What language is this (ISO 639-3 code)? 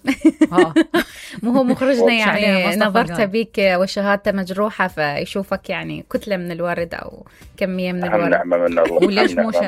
acm